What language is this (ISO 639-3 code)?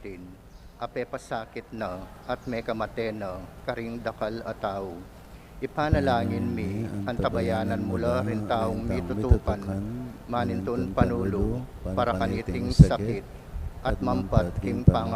pam